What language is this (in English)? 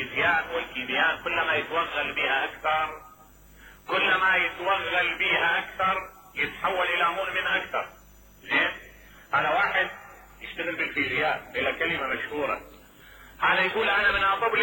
Mesopotamian Arabic